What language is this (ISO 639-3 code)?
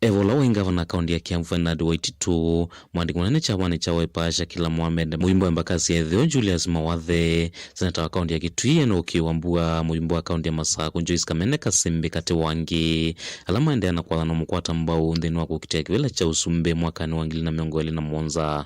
kam